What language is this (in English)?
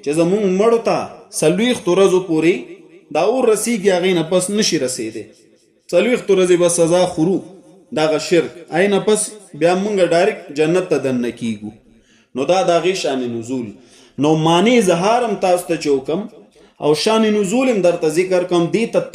Pashto